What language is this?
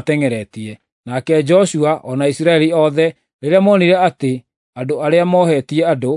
Kikuyu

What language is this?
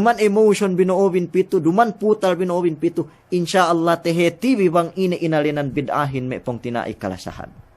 Yakan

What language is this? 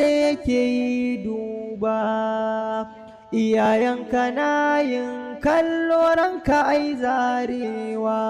Hausa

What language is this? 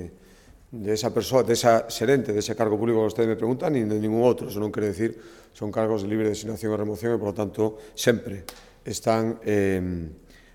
Galician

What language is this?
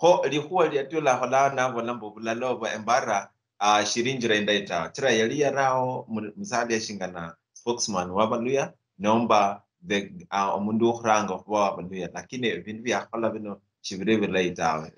Luyia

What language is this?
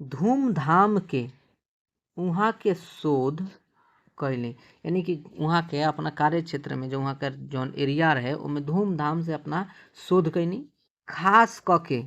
Bhojpuri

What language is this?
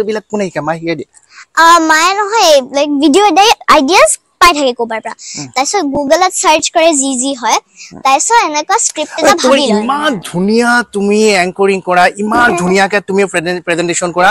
Assamese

